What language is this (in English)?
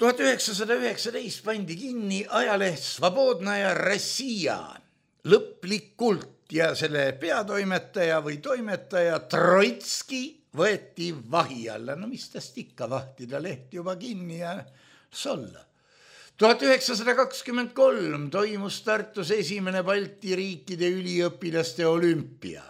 Estonian